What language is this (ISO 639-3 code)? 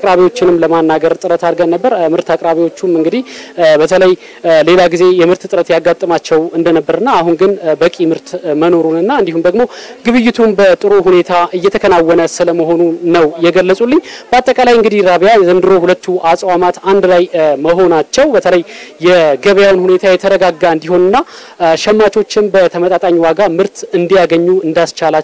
amh